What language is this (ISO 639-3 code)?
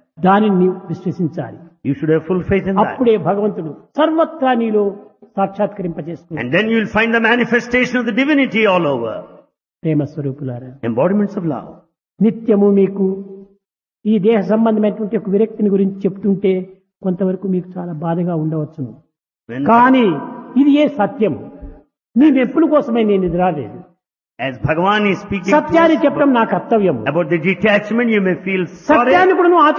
tel